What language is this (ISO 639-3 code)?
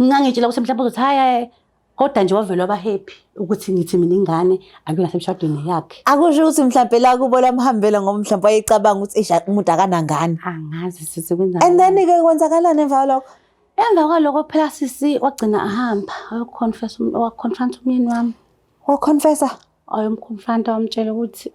zul